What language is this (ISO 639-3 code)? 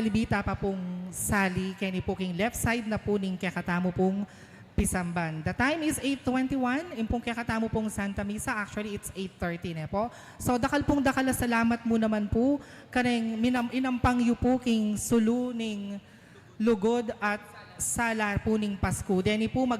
pam